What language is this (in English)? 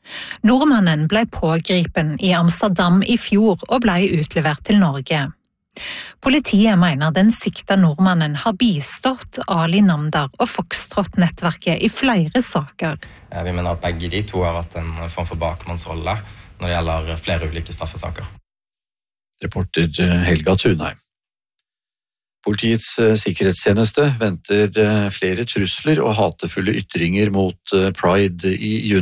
Norwegian